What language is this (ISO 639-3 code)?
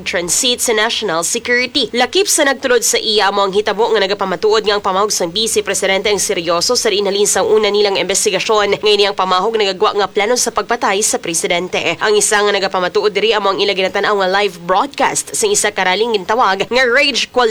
hil